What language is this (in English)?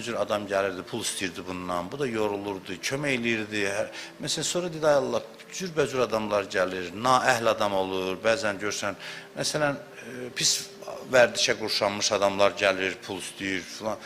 Azerbaijani